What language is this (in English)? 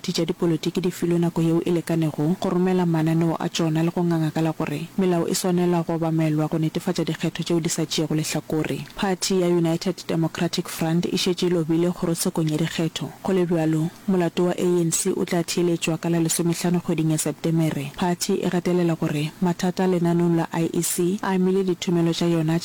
Northern Sotho